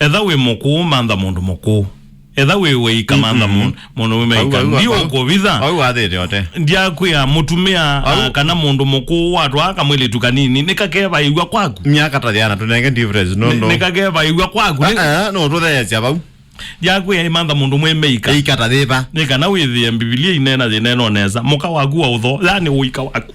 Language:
Kamba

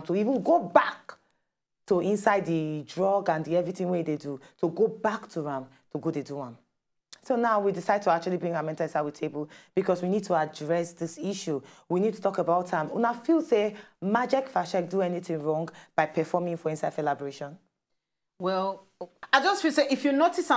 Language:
Nigerian Pidgin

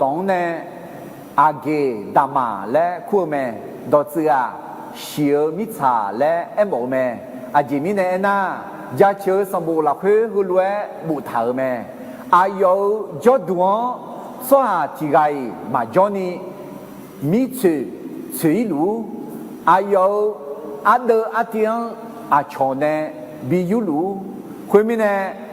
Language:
Akha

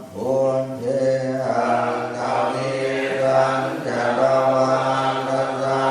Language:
Pali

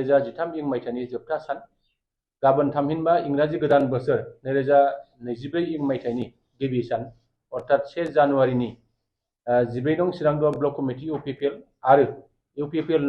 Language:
Bodo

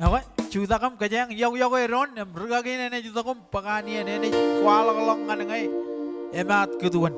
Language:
Marshallese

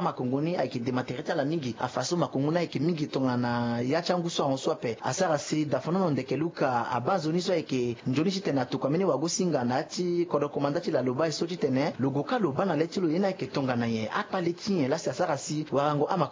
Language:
Sango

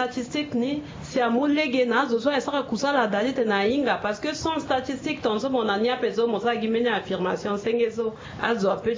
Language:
Sango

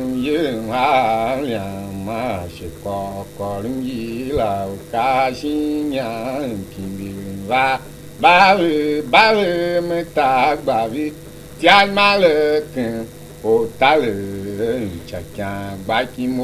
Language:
Tiv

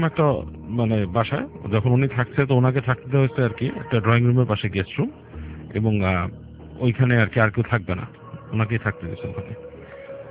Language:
Bangla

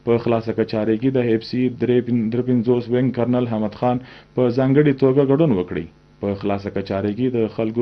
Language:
Pashto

